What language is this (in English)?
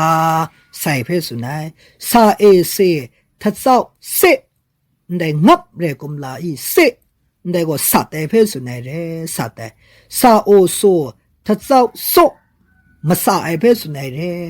Kachin